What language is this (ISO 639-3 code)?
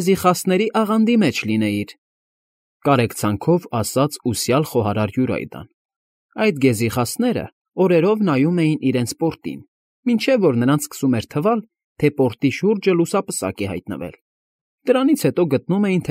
hye